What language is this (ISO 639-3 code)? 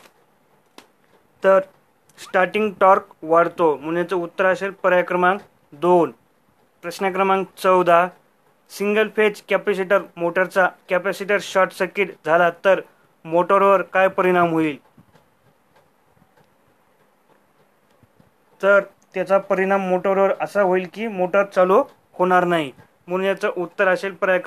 mar